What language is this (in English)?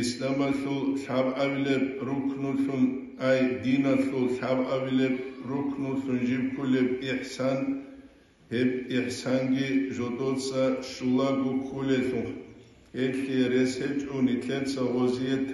Avaric